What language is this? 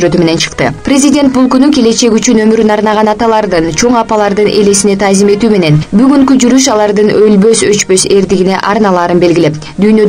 Kyrgyz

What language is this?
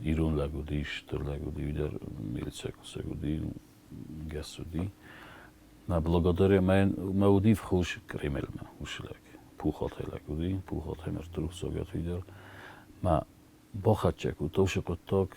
Ossetic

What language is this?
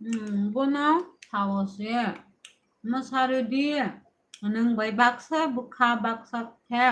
Kok Borok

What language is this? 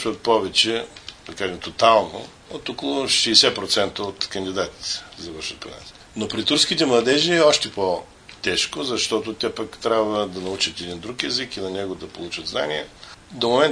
Bulgarian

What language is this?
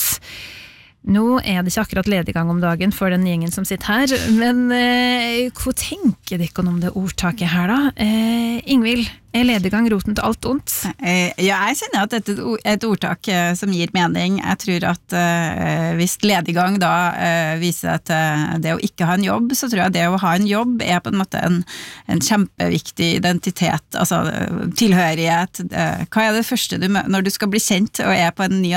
Norwegian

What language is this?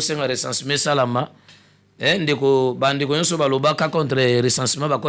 Lingala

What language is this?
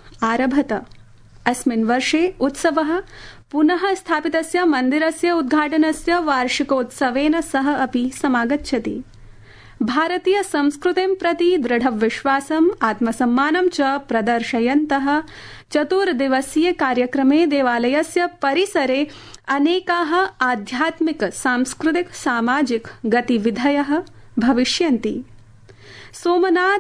Sanskrit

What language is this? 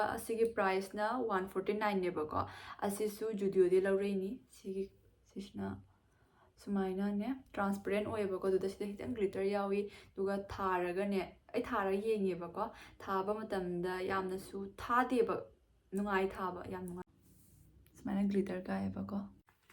Manipuri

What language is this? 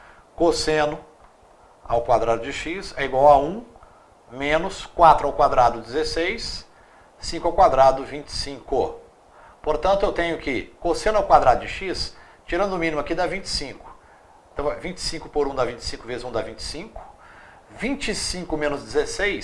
Portuguese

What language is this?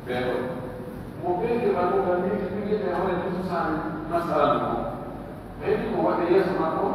Pular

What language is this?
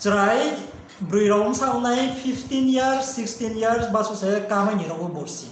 Riang (India)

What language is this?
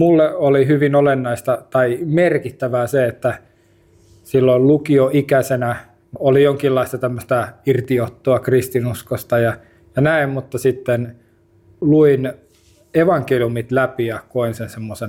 Finnish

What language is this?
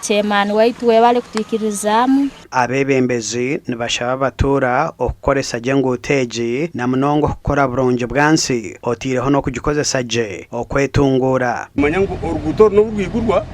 Nyankole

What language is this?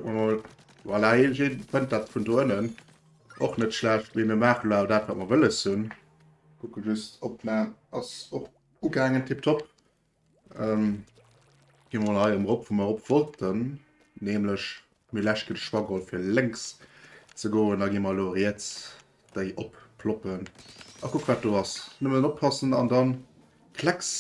Luxembourgish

